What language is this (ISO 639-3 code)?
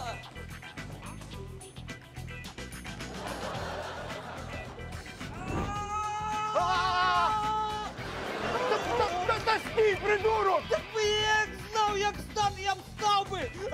ukr